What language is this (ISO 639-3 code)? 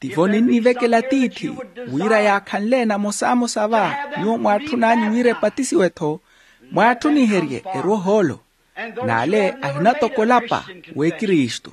vmw